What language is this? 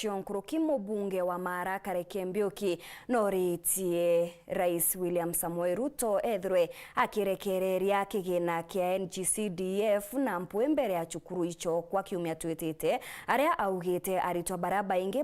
Meru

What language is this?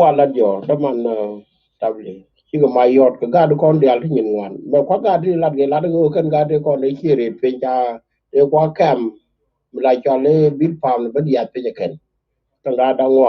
Nuer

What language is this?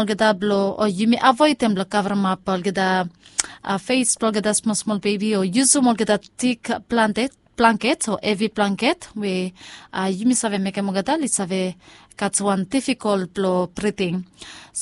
Bislama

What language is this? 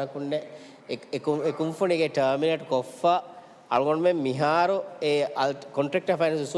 Divehi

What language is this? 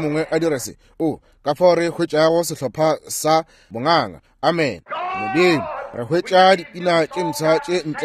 Northern Sotho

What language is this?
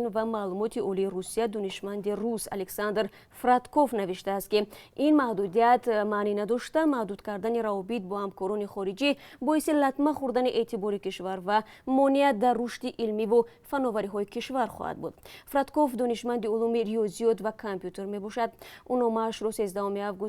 Tajik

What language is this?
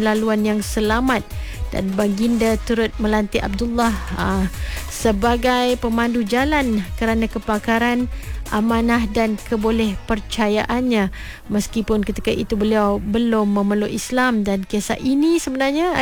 Malay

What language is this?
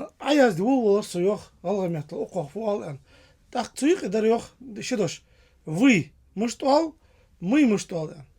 Ingush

